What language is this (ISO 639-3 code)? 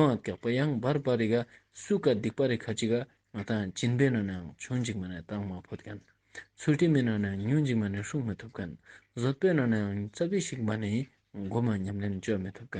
lbj